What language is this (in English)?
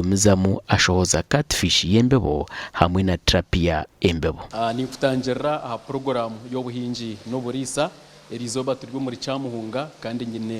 Nyankole